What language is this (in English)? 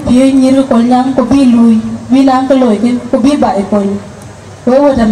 Dinka